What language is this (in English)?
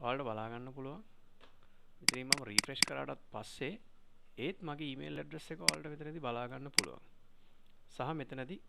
Sinhala